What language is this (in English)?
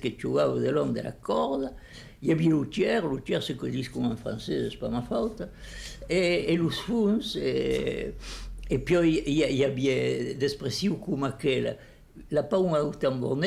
Occitan